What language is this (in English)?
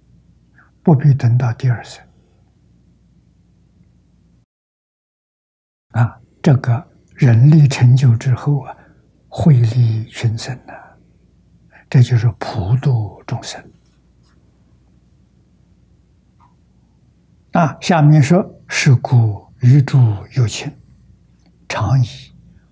Chinese